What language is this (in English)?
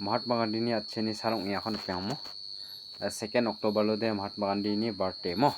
Garo